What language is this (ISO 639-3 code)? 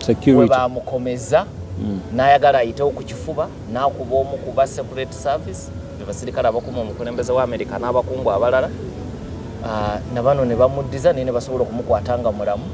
lug